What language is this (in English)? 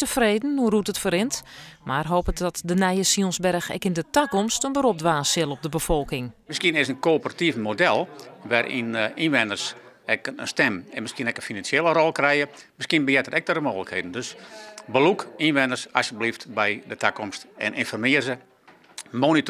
Western Frisian